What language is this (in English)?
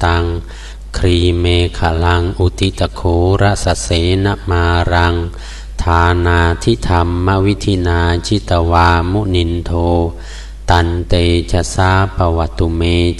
Pali